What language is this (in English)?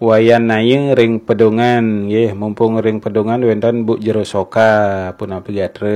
Balinese